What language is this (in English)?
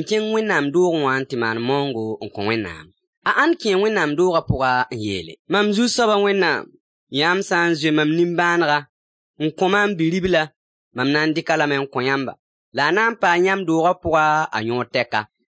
Mossi